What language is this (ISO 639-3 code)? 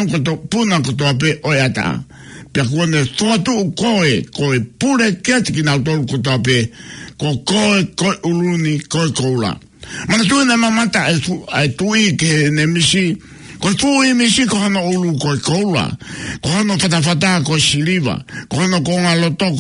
ton